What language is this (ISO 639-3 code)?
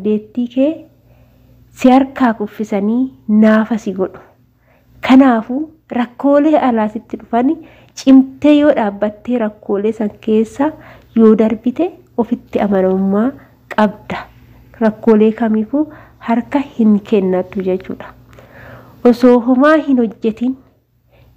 orm